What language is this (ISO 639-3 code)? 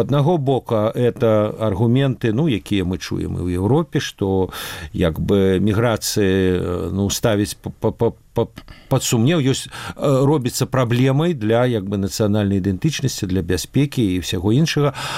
bel